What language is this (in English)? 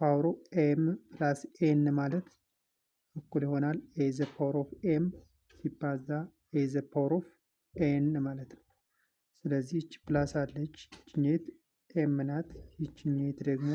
Amharic